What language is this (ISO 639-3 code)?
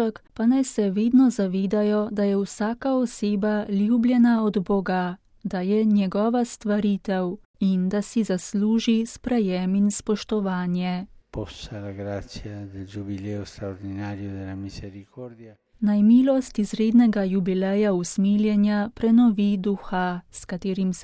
slv